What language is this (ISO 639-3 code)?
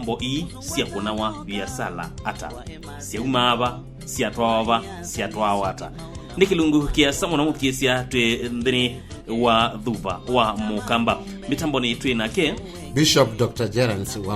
kam